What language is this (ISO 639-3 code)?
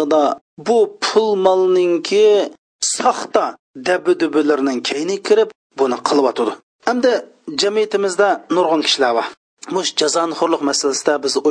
uig